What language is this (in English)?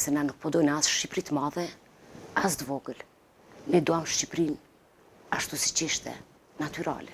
Albanian